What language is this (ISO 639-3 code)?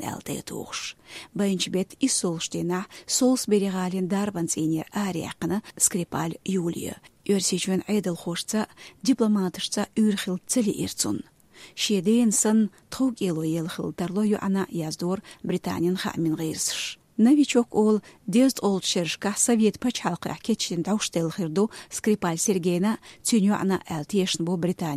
che